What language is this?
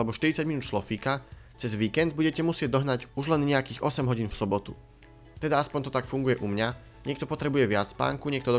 Slovak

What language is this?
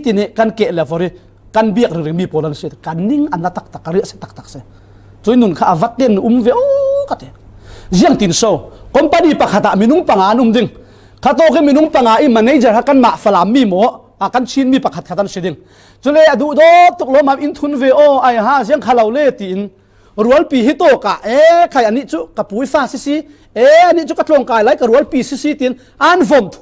Falam Chin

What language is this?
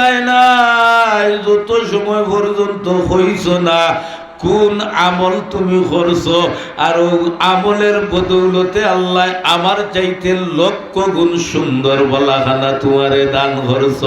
Sylheti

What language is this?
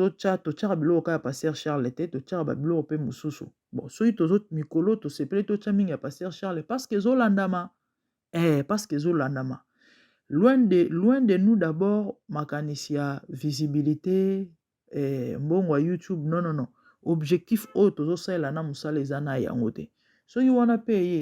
Lingala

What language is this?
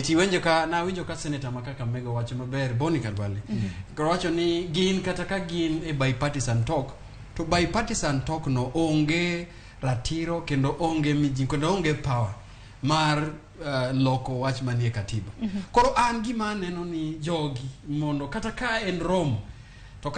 Luo (Kenya and Tanzania)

